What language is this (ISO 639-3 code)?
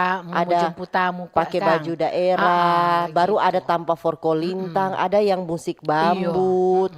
xmm